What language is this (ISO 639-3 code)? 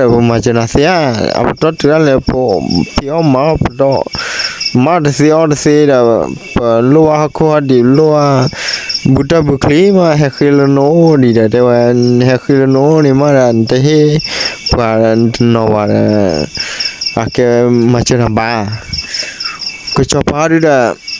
ksw